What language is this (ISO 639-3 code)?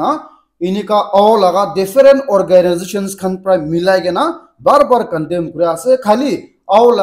nag